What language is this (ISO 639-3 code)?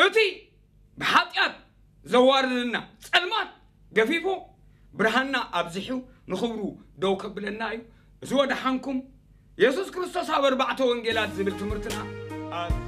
tir